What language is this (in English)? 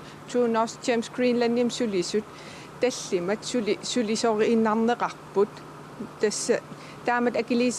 Kalaallisut